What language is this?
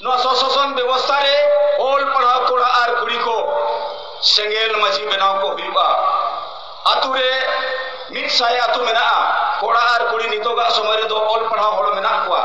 Santali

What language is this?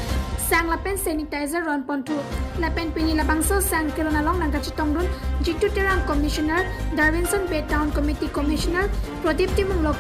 Karbi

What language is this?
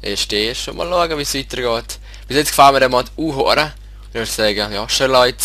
Swiss German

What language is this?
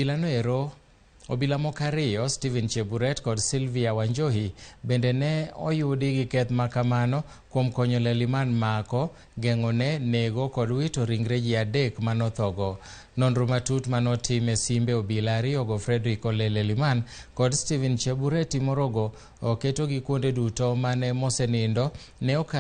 Luo (Kenya and Tanzania)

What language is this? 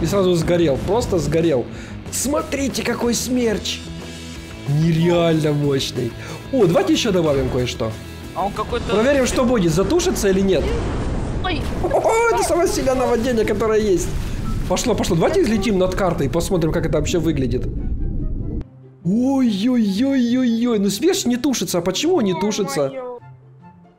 Russian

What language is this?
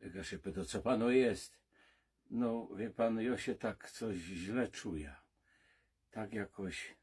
Silesian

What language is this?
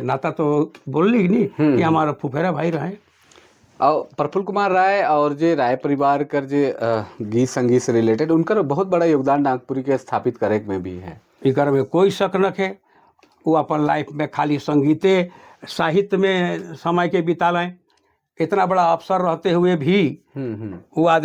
Sadri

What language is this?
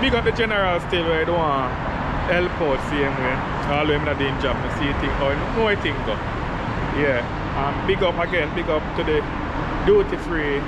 Jamaican Creole English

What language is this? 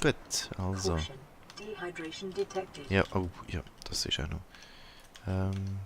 Swiss German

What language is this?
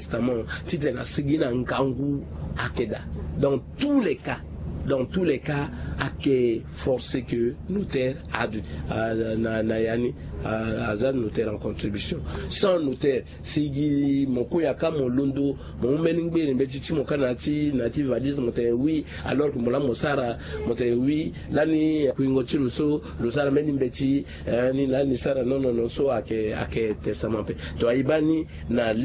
Sango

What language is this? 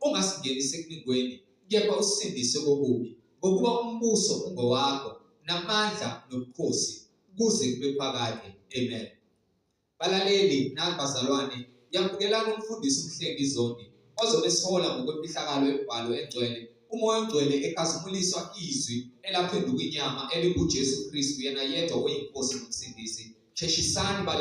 Zulu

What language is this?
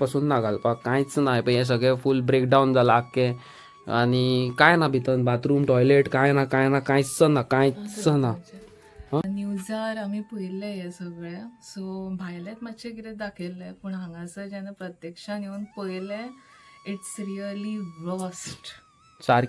Konkani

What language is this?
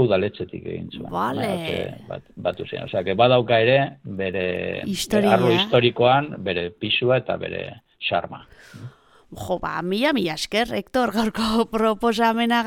Basque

